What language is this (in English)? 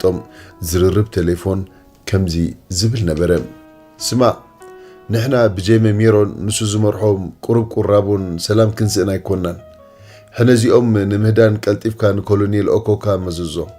Tigrinya